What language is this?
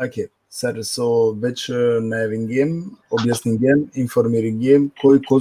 Balkan Romani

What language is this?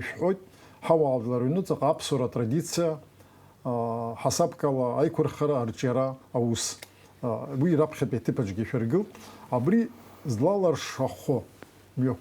Abkhazian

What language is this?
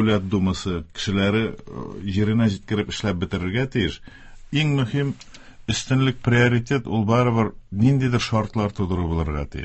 Tatar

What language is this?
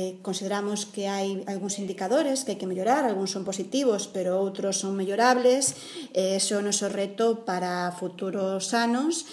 Galician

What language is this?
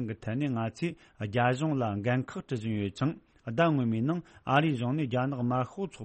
Tibetan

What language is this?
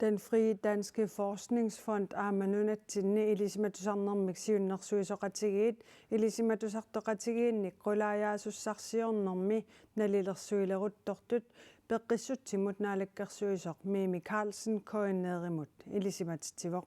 Kalaallisut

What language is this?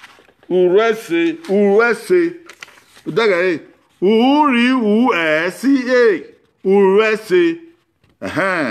Bini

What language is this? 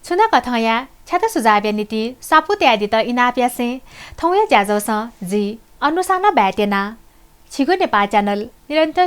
Newari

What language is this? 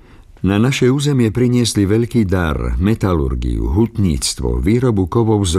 Slovak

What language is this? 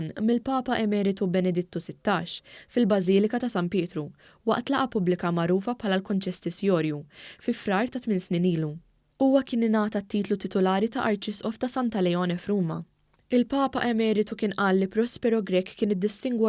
Maltese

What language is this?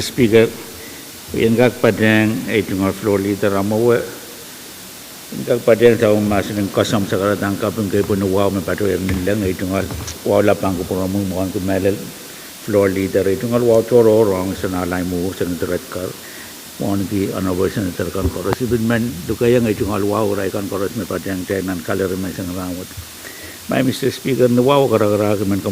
Pohnpeian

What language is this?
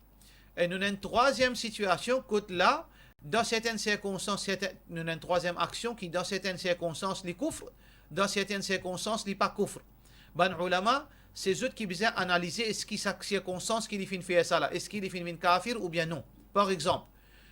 Morisyen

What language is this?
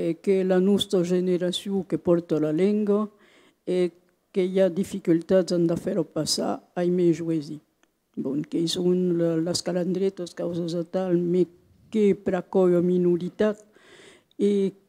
Occitan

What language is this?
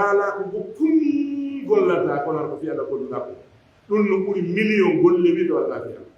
Pular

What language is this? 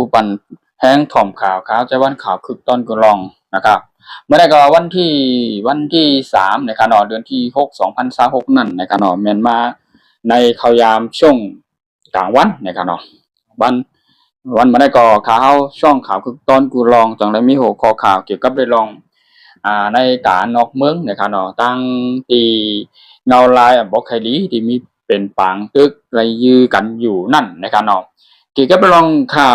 Shan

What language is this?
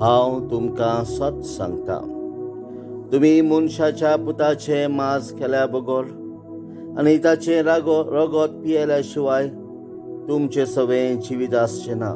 Konkani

